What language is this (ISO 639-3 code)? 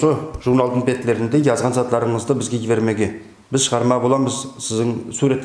nog